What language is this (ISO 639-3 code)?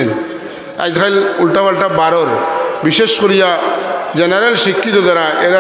syl